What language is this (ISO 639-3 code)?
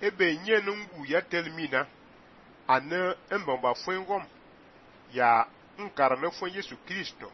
fan